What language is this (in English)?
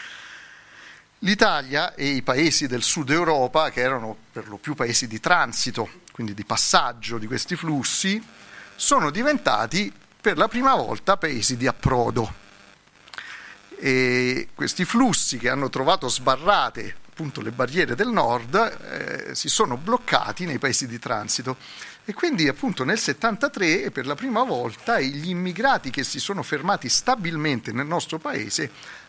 Italian